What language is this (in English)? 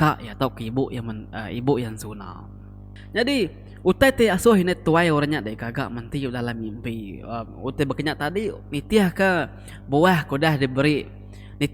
Iban